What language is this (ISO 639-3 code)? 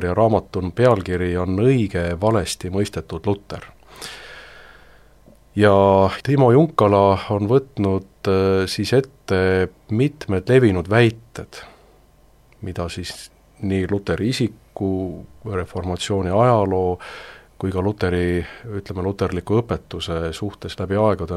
est